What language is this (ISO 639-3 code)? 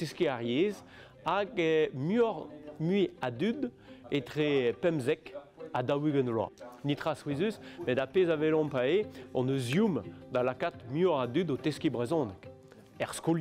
bre